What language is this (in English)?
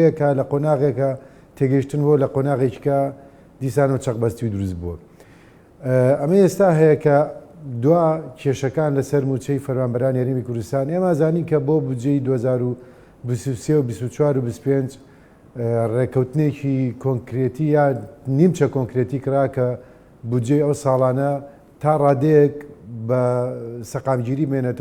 Central Kurdish